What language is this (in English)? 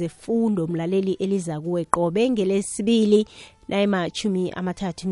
South Ndebele